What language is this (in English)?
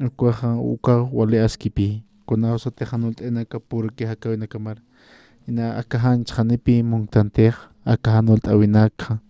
Aymara